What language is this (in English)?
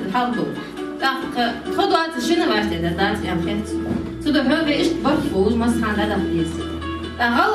Ingush